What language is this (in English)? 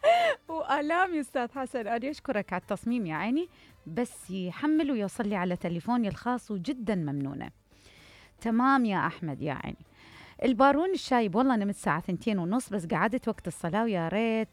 Mesopotamian Arabic